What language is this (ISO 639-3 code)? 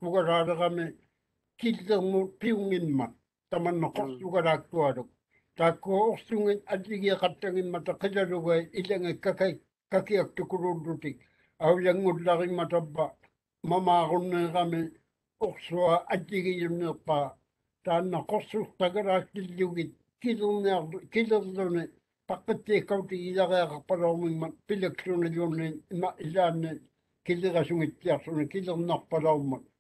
mri